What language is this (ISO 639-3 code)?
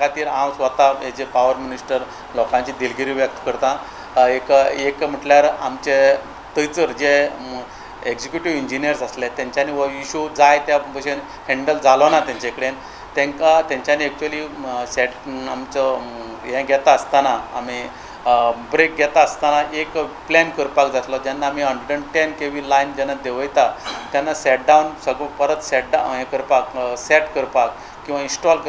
kok